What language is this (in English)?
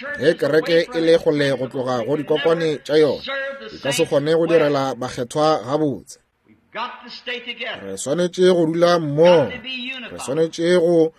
Northern Sotho